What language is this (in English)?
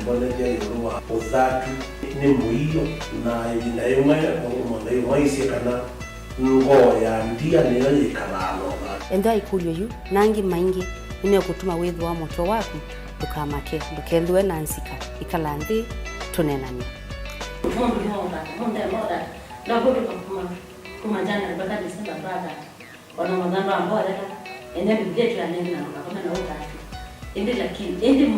Kamba